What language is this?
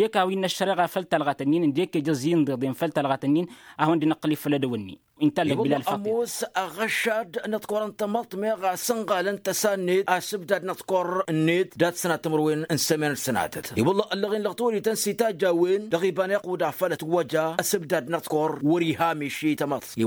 Tamasheq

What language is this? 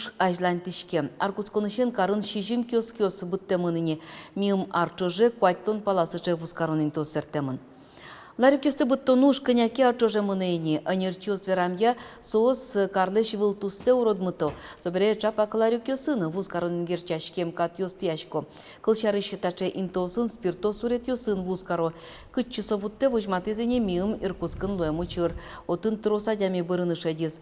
Udmurt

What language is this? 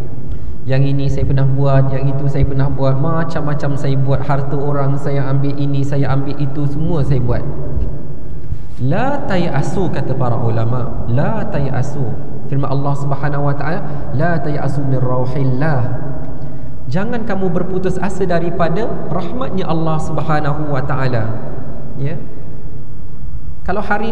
Malay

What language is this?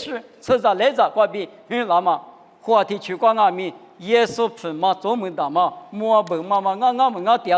Lisu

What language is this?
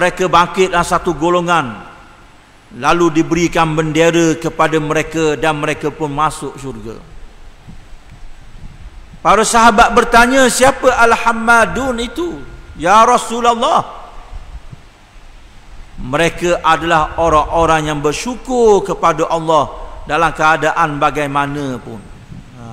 Malay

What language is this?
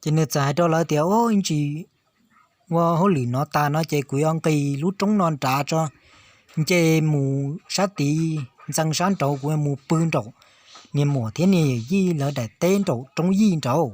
Hmong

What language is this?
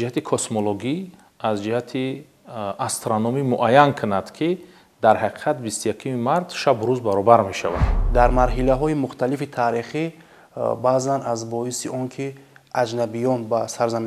Tajik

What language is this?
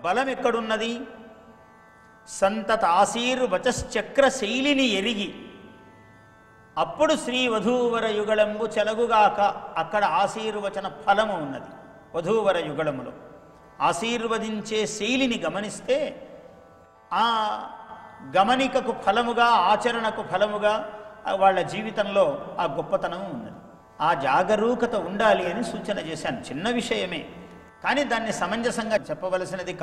Telugu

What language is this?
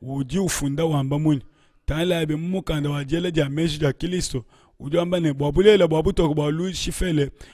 Luba-Lulua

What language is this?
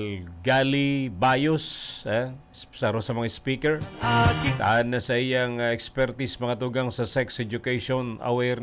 Bikol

